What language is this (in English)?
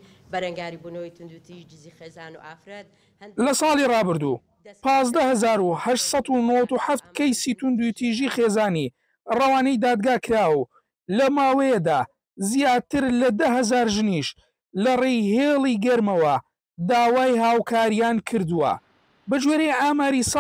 Central Kurdish